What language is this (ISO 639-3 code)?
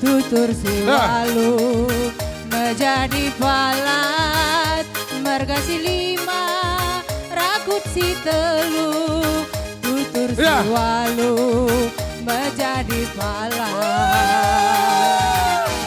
btx